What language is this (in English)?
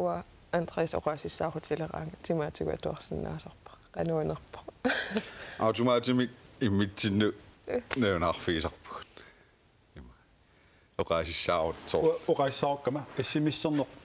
Kalaallisut